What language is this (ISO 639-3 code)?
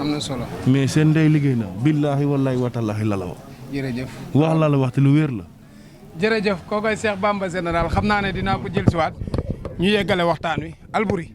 wol